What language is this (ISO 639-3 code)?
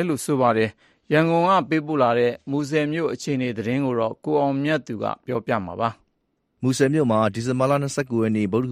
mya